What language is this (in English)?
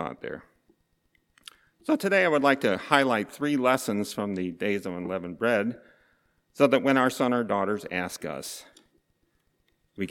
English